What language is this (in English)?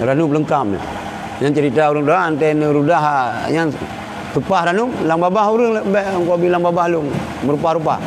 Achinese